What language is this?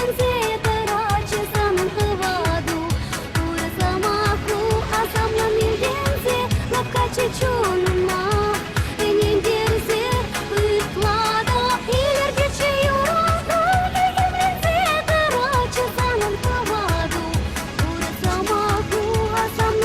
Chuvash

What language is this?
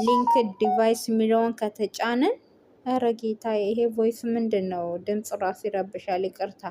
Amharic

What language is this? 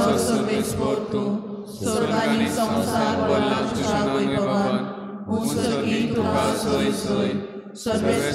Konkani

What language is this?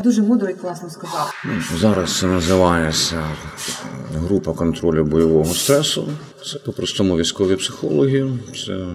Ukrainian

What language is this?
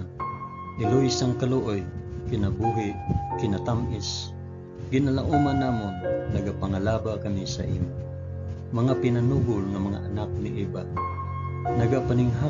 Hiligaynon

